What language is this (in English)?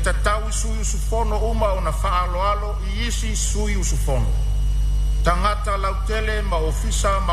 Samoan